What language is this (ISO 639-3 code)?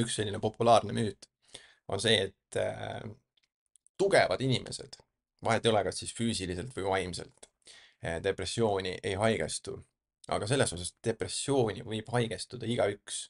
est